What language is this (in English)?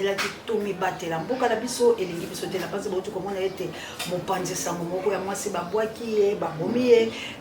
Lingala